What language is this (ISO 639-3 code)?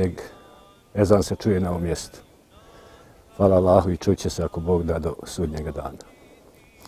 bos